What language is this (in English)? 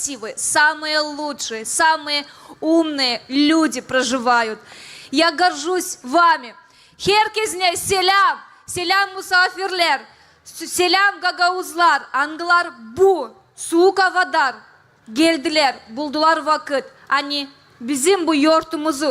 Gagauz